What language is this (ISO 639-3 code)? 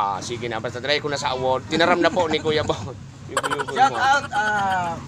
bik